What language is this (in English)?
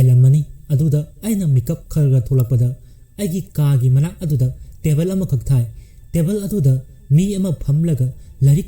Manipuri